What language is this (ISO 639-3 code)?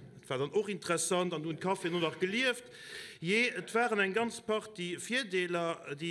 ltz